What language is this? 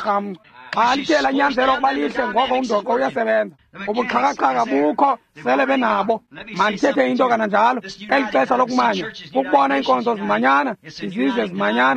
Xhosa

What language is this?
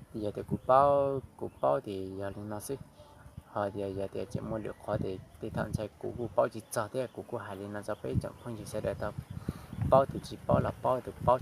Hmong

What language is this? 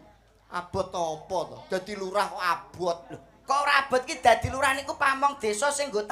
Javanese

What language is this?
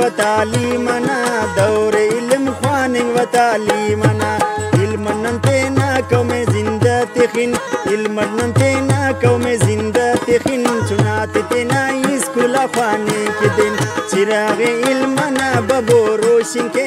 Brahui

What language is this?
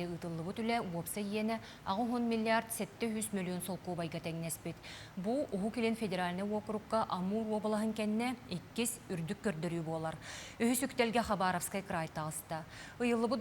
Yakut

